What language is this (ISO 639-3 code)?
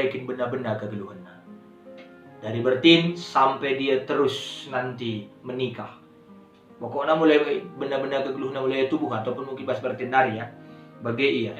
btx